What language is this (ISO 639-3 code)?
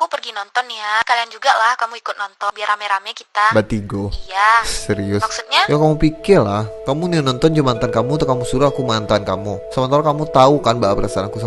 min